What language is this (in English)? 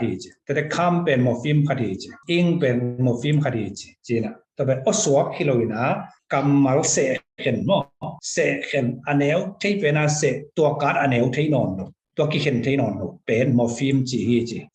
Tedim Chin